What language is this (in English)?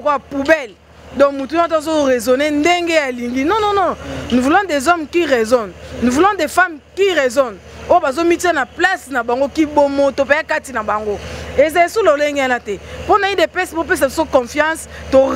Lingala